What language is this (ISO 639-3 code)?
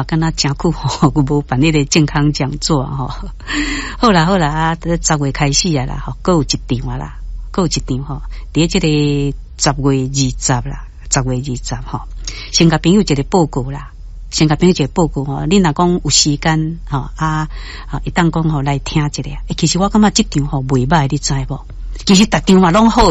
nan